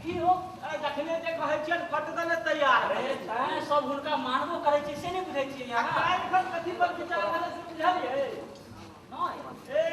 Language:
Maithili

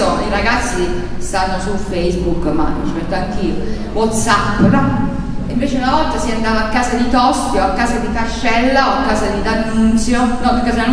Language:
Italian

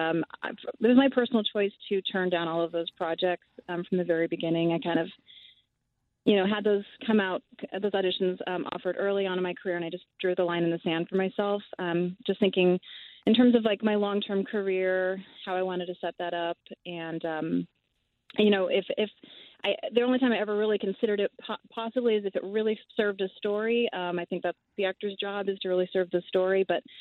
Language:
English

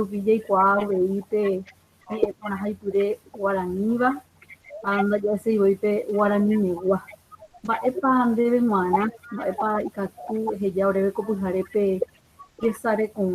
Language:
Guarani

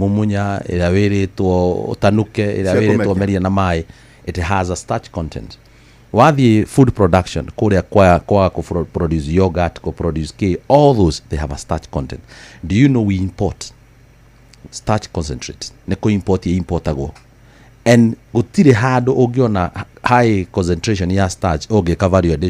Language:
Kikuyu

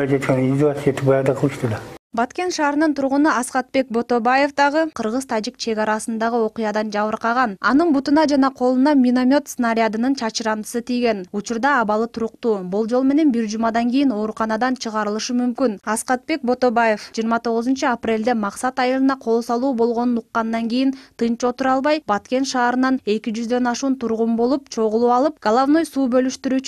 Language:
Kyrgyz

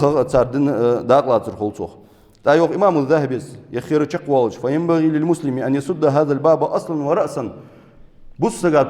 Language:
Ingush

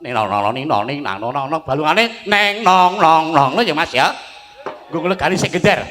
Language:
Javanese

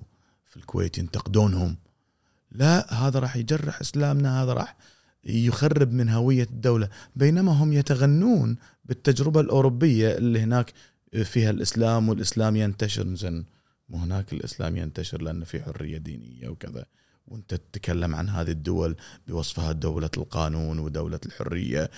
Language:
Gulf Arabic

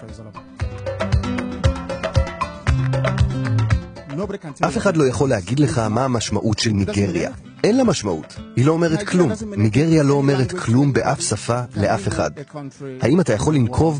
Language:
Hebrew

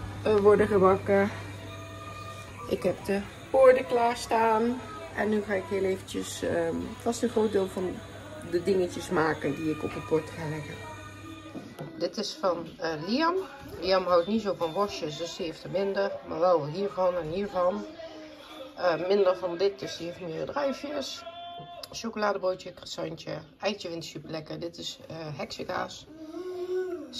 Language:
Dutch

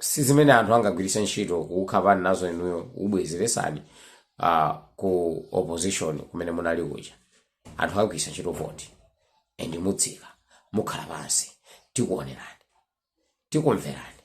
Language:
Nyanja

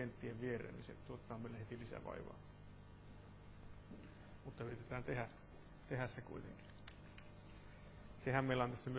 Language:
Finnish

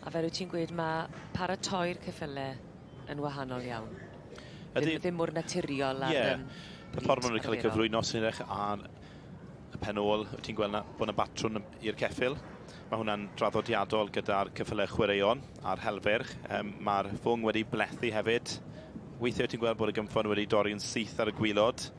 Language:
Welsh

